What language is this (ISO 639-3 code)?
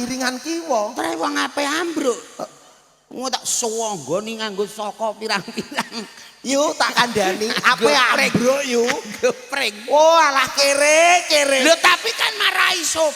jav